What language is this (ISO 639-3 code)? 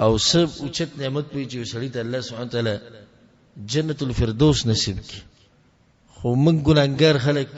pus